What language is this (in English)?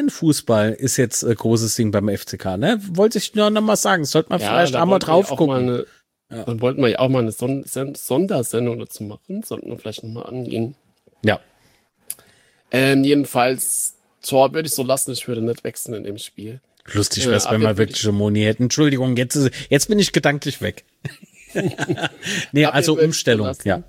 German